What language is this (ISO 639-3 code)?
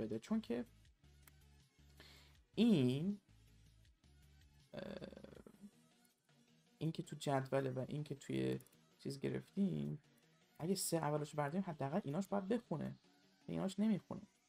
fas